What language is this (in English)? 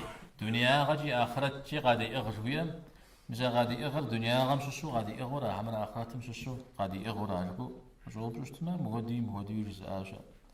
Kabardian